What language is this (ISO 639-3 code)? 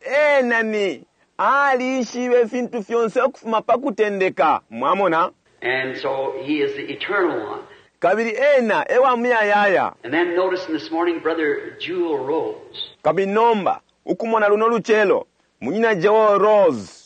bem